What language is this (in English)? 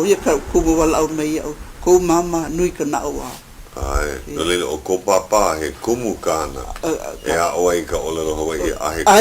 Hawaiian